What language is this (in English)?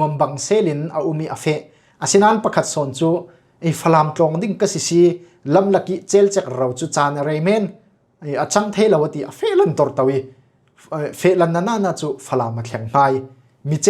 Falam Chin